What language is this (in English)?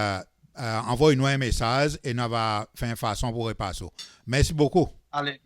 Seselwa Creole French